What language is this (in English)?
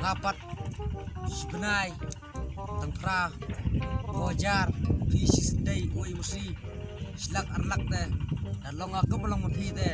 Khasi